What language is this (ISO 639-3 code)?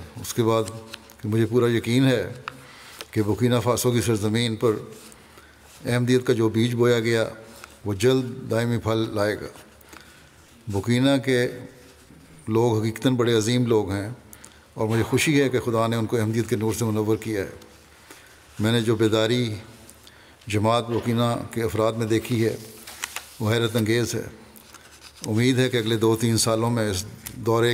urd